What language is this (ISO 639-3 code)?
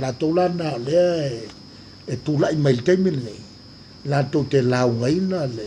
smo